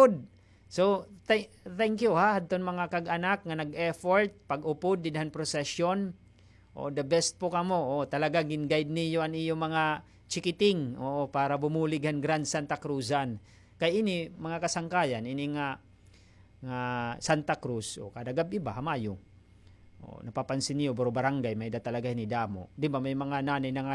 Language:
Waray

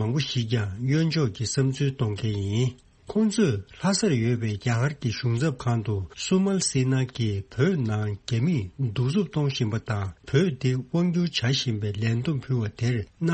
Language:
Tibetan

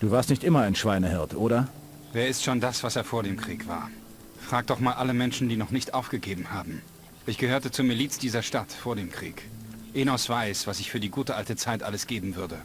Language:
Bavarian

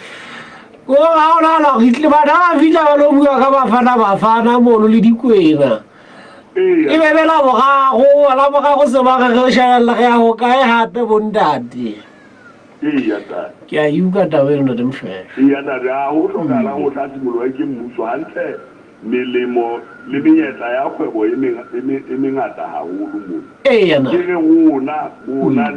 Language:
Southern Sotho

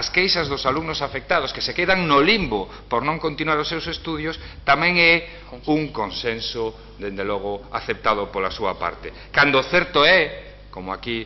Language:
Galician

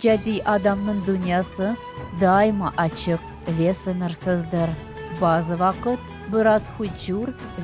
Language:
Crimean Tatar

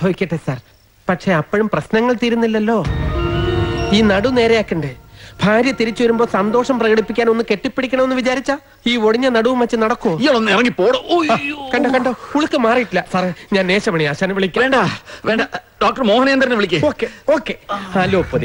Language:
Malayalam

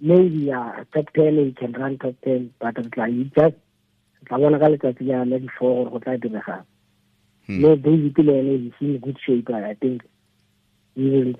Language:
Tswana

